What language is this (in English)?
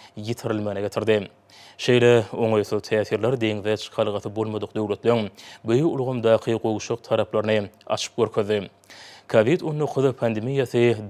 Turkmen